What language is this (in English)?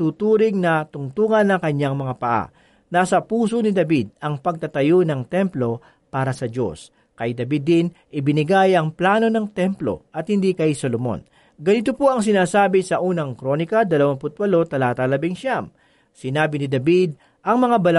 Filipino